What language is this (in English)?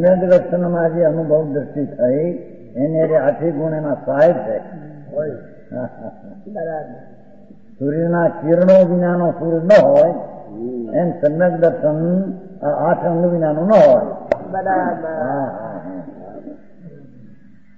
Gujarati